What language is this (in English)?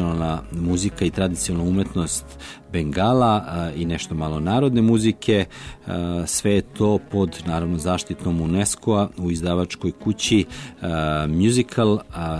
Serbian